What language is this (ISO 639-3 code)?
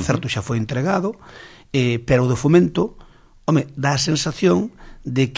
glg